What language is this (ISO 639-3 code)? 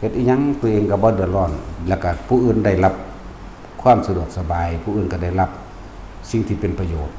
lao